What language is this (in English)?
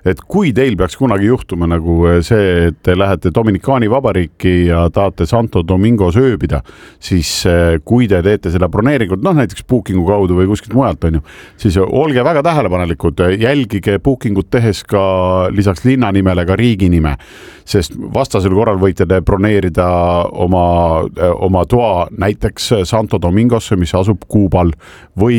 Estonian